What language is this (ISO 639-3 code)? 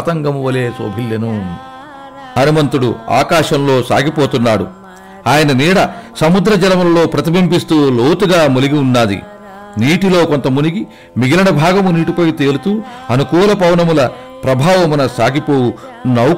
tel